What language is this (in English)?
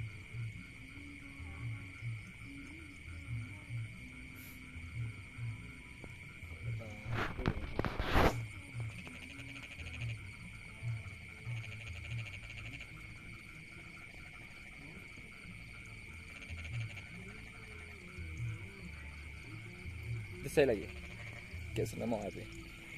Malay